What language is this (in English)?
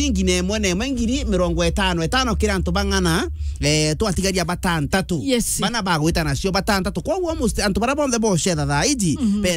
Meru